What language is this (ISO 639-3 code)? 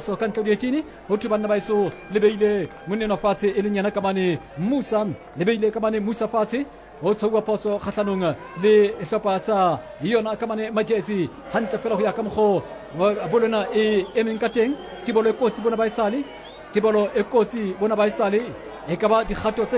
sot